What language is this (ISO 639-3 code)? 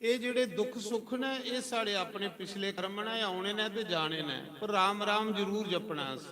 doi